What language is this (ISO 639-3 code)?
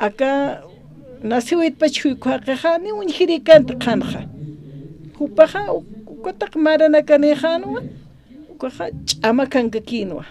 aym